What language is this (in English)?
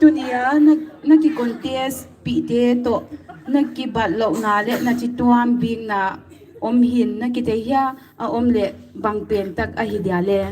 Paite Chin